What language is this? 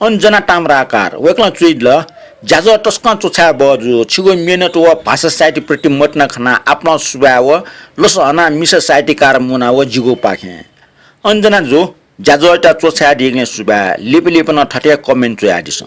Newari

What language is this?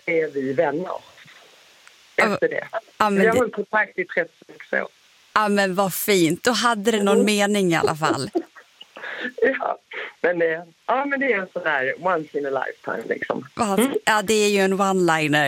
Swedish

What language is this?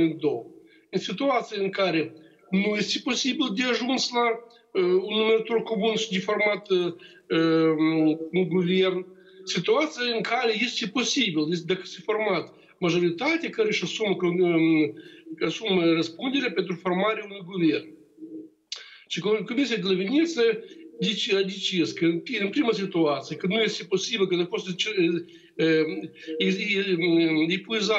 Romanian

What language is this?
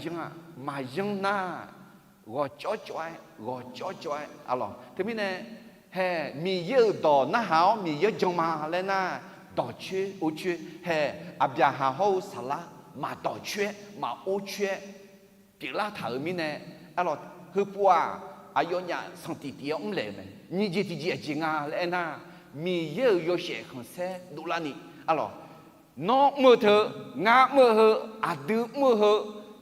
Akha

